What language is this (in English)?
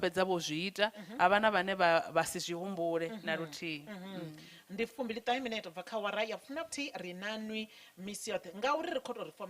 Venda